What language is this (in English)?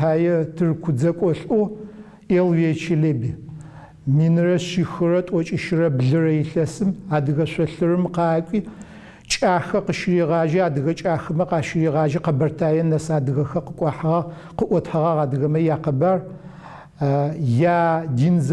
Adyghe